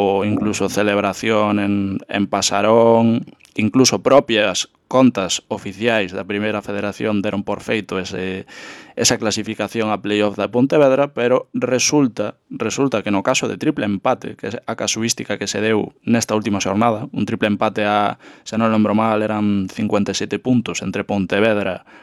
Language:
Galician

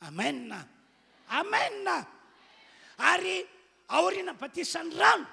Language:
Malagasy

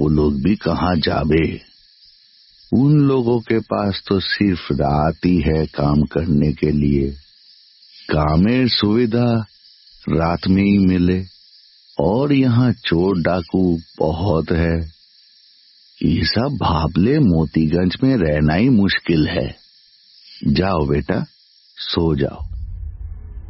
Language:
Bangla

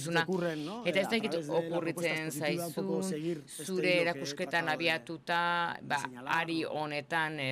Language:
Basque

